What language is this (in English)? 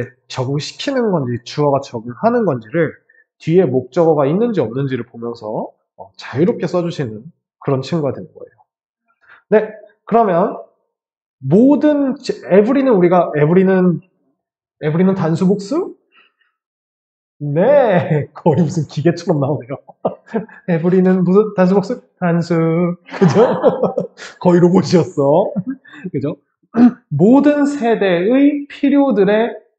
Korean